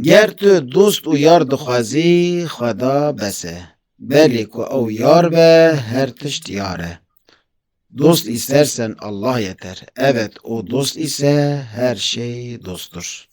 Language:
Kurdish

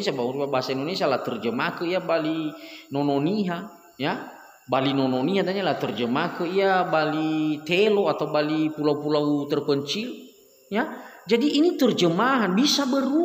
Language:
Nias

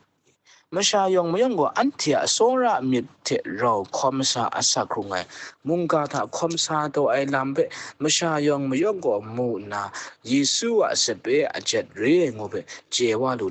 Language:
Kachin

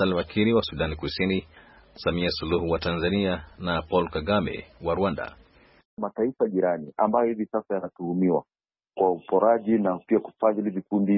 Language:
Swahili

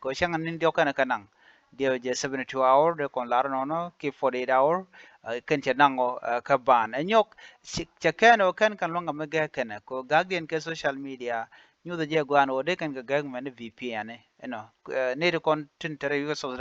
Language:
Nuer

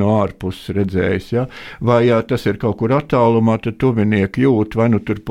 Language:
Latvian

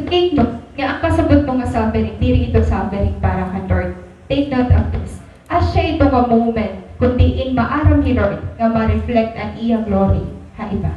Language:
Waray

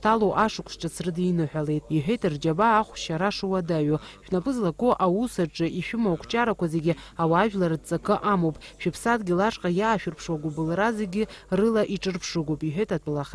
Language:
Abkhazian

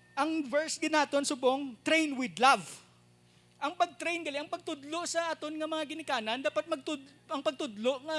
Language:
Hiligaynon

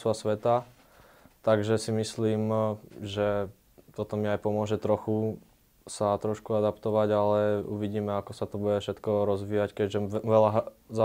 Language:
Slovak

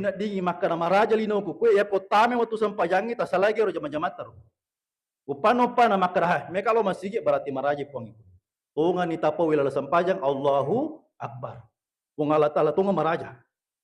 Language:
Buginese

